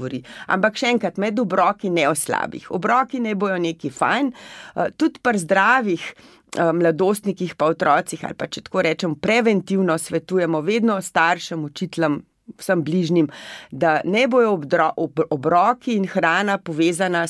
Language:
Slovenian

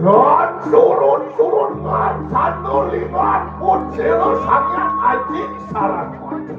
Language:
Balinese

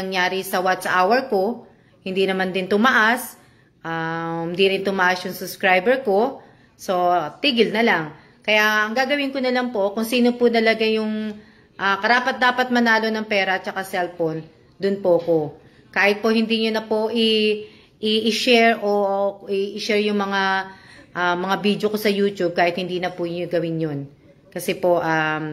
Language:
Filipino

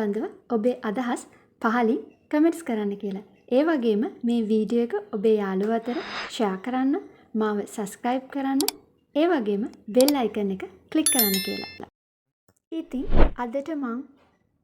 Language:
Sinhala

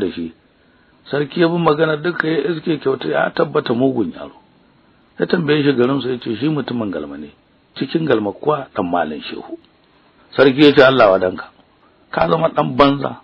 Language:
Hausa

